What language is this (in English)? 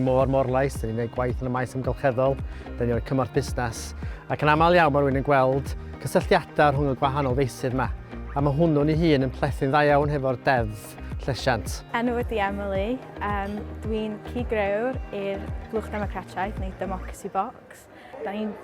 Welsh